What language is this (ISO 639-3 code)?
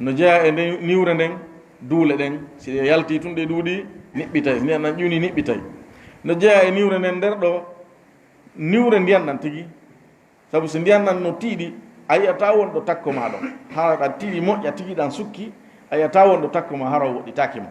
ful